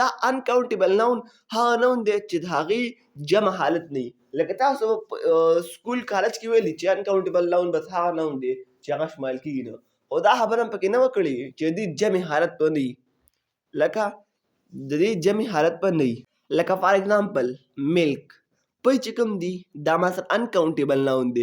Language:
Pashto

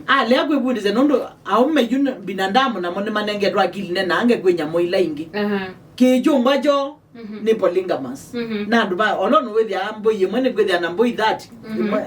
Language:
Kamba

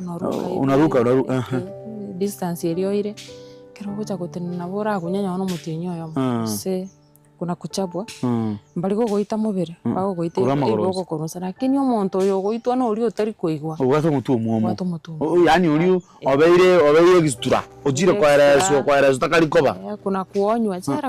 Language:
Gusii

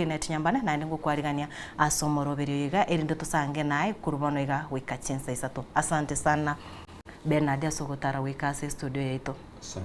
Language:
Gusii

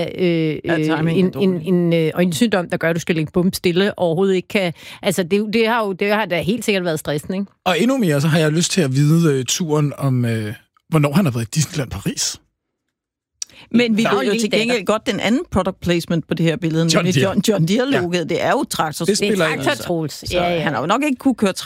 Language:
Danish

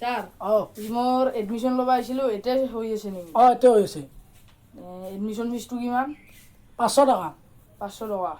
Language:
Assamese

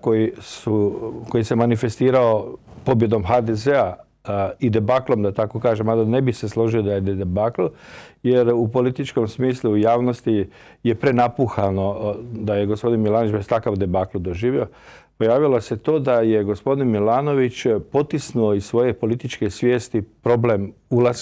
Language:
Croatian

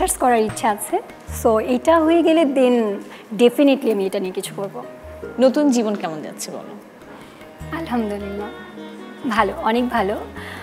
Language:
Bangla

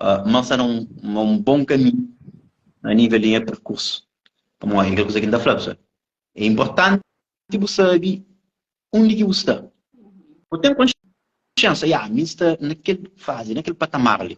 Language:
Kabuverdianu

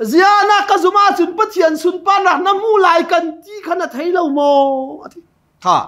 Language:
Hakha Chin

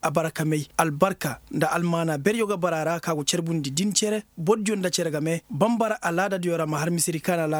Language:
Koyraboro Senni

